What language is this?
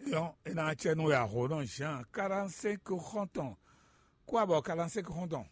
Fon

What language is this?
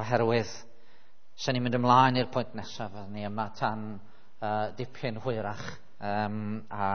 Welsh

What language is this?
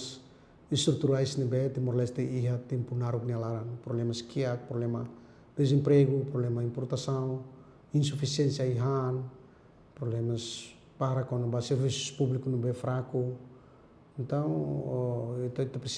Tetum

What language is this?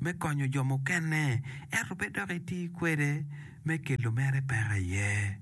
Acoli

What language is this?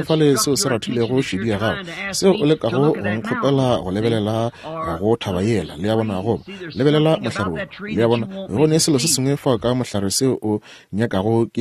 Northern Sotho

